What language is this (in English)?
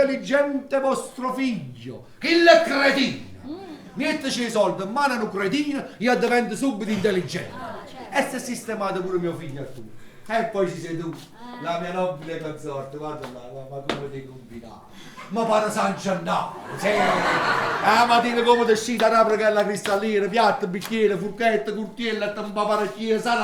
Neapolitan